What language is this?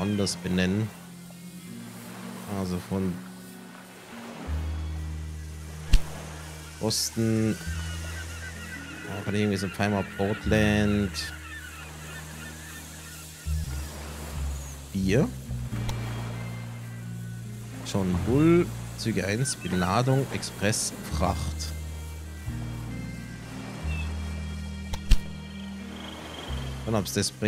German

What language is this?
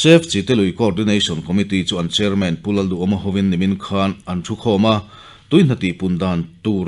Mizo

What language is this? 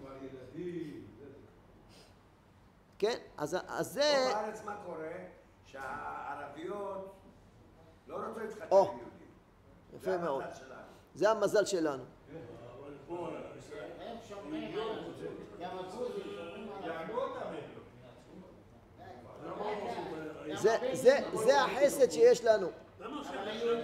Hebrew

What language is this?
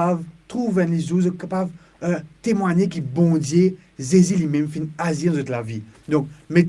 Morisyen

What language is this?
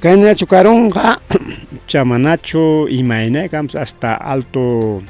Ayacucho Quechua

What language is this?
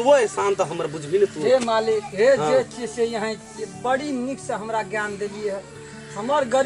Maithili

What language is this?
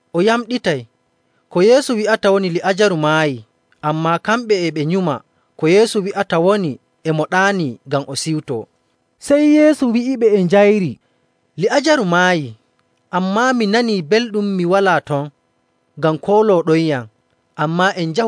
Nigerian Fulfulde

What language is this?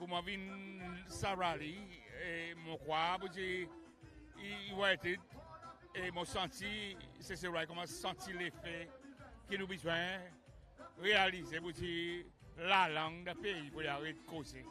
Seselwa Creole French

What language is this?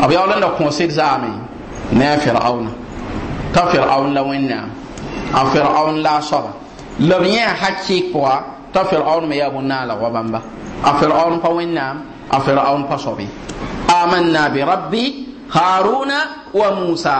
Mossi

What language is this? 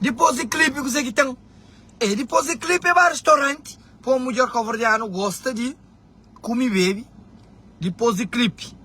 Kabuverdianu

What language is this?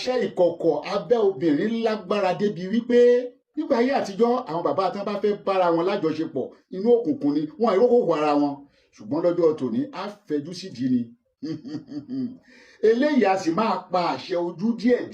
Yoruba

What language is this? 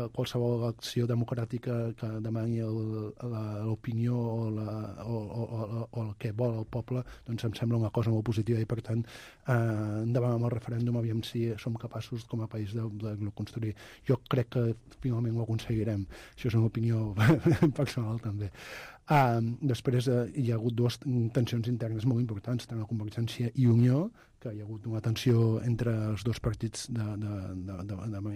Catalan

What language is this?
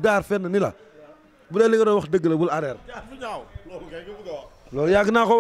Wolof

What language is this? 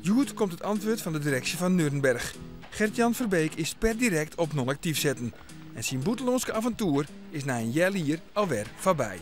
Western Frisian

